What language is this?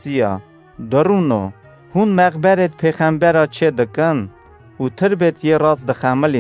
Kurdish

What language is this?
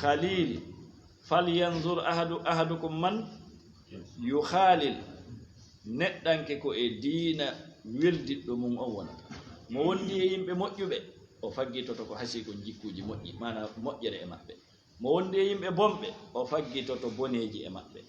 Fula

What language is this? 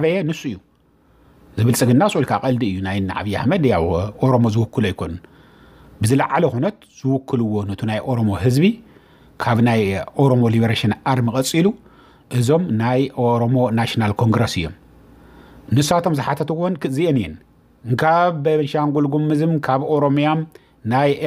Tigrinya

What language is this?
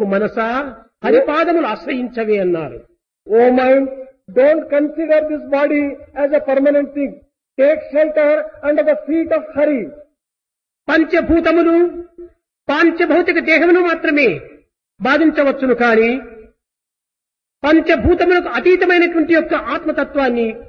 Telugu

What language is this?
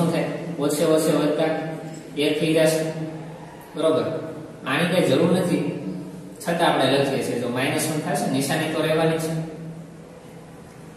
Gujarati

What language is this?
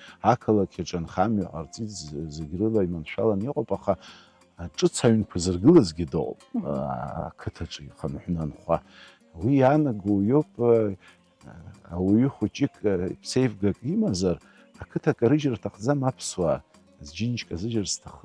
Abkhazian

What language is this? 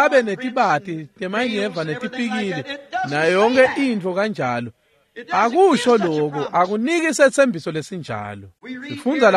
Swati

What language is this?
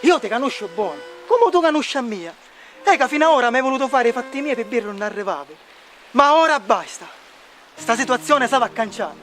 Sicilian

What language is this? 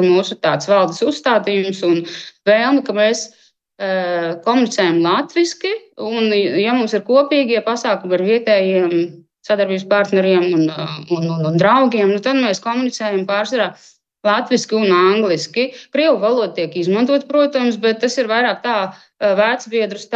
Latvian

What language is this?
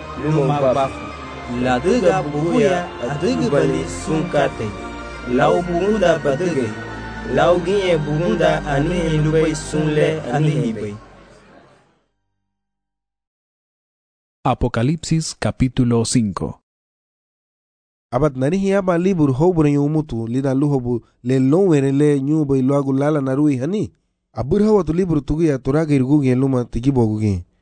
Garifuna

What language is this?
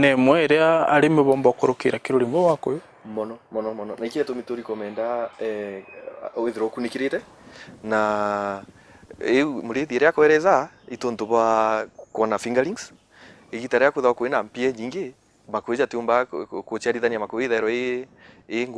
Meru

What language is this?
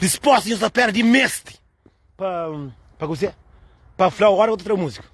Kabuverdianu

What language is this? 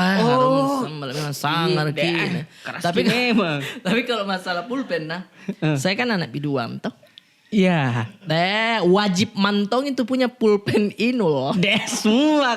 Makassar Malay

